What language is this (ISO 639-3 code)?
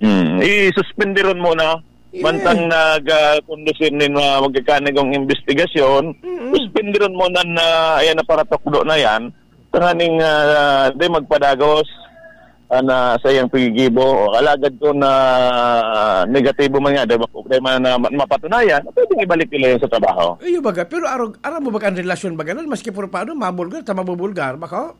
bik